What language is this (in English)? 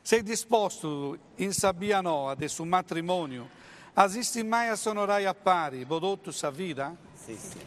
Sardinian